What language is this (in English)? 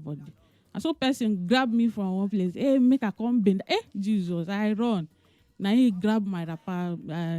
Nigerian Pidgin